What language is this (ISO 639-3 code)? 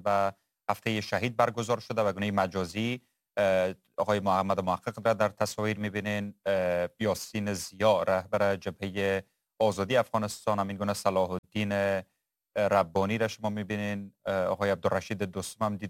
fas